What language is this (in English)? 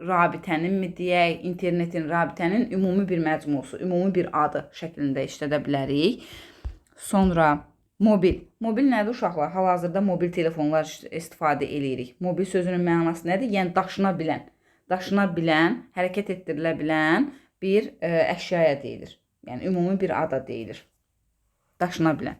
Azerbaijani